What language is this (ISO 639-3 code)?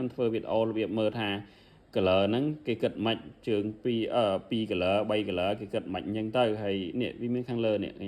khm